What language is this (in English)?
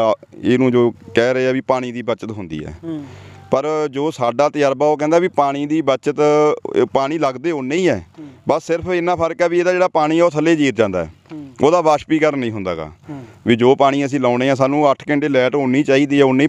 Punjabi